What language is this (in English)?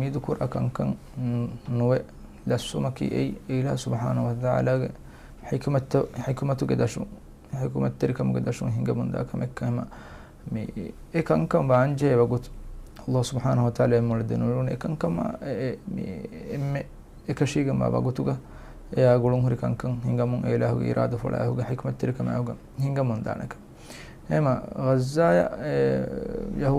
Divehi